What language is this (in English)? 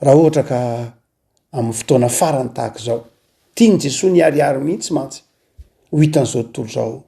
Malagasy